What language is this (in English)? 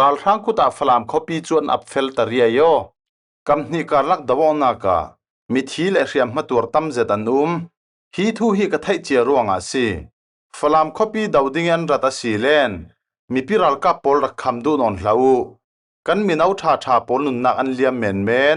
Falam Chin